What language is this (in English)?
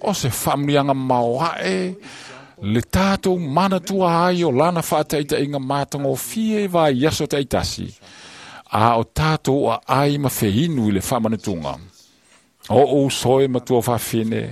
Samoan